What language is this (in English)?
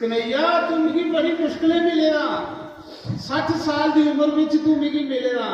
Dogri